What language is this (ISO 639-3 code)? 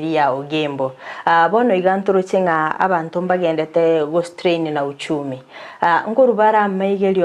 guz